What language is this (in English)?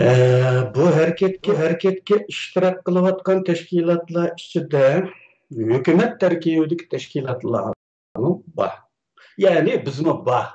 Uyghur